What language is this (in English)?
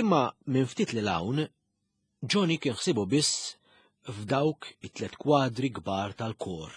Maltese